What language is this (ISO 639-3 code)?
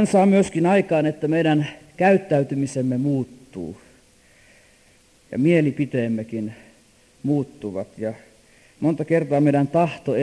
fin